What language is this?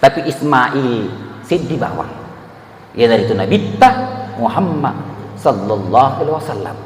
Buginese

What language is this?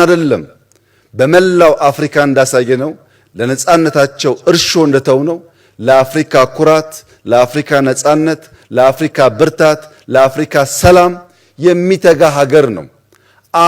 Amharic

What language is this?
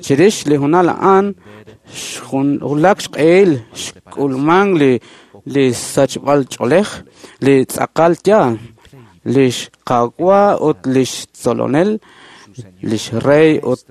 Kekchí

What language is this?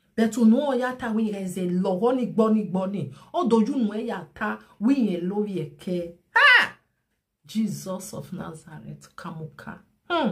Nigerian Pidgin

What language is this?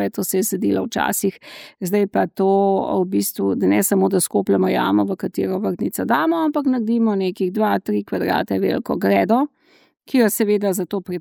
Slovenian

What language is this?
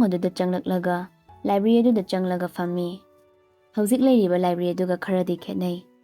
Manipuri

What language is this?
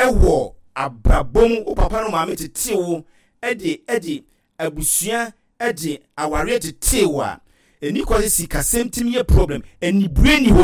Akan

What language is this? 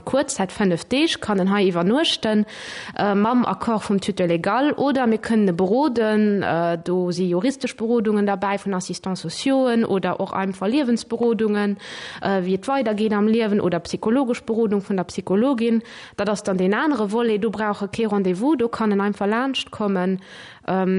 Luxembourgish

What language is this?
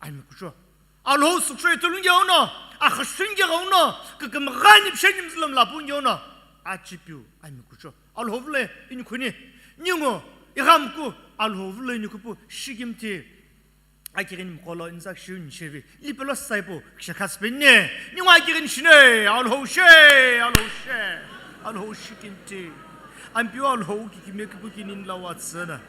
Sumi Naga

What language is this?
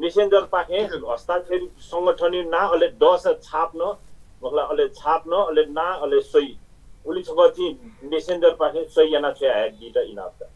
Newari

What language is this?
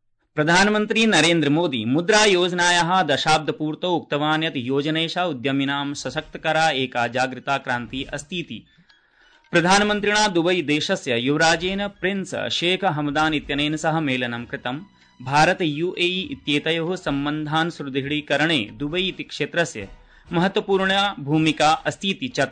Sanskrit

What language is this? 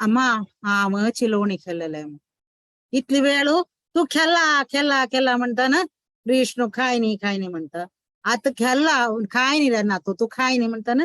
Konkani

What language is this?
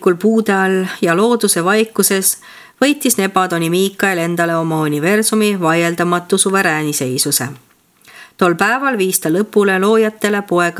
Estonian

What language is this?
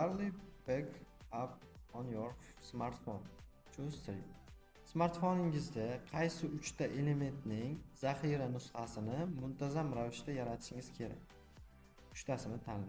Uzbek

